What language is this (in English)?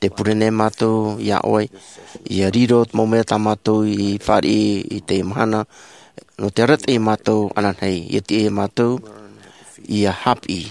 Tahitian